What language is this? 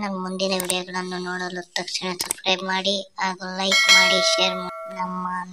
Kannada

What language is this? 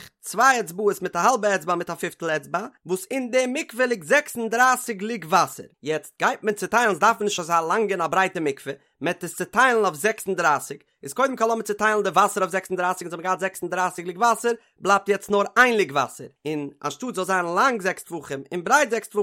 Yiddish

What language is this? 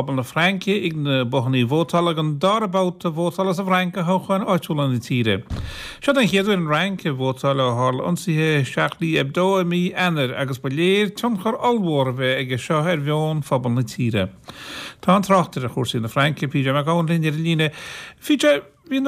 Irish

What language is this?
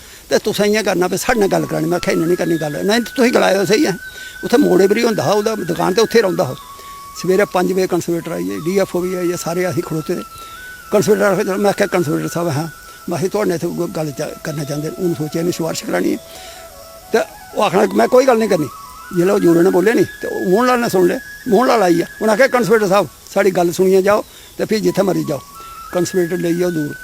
Dogri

